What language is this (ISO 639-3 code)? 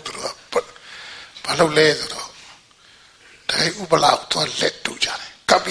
mya